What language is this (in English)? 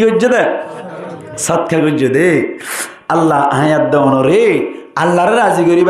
Rohingya